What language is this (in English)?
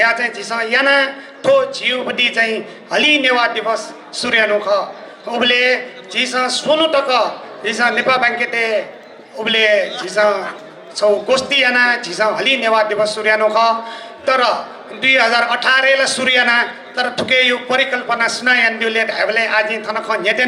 Newari